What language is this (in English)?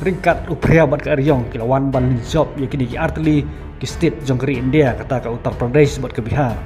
Khasi